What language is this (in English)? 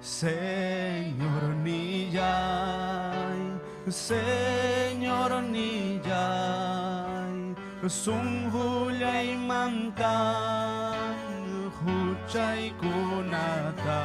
Ayacucho Quechua